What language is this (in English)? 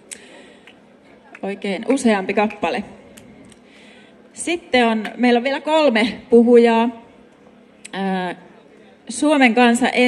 Finnish